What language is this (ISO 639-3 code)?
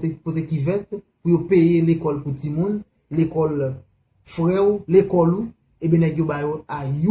hat